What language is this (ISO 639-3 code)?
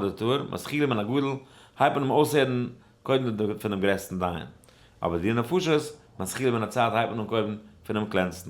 yid